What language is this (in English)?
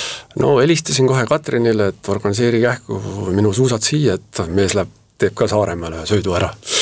Estonian